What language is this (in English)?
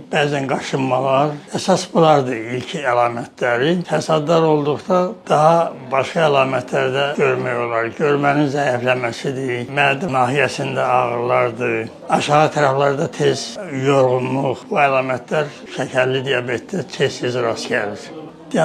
Azerbaijani